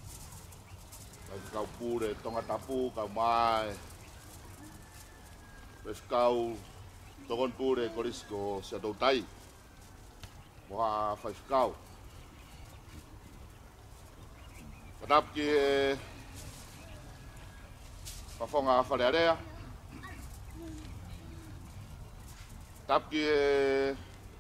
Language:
Tongan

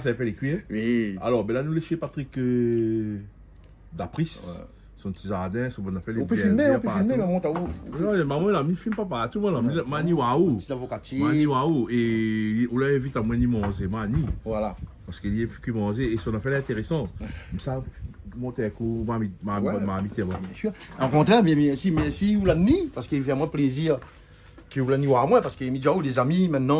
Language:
Réunion Creole French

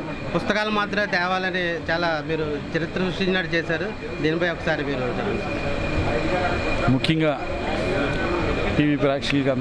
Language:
Telugu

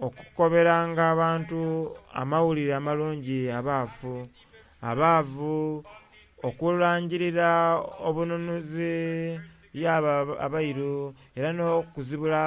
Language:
Soga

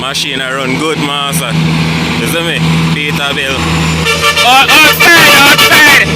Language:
Jamaican Creole English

